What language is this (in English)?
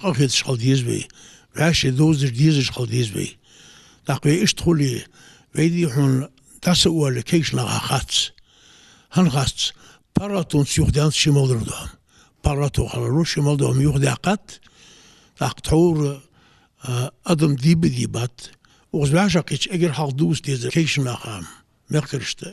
Ingush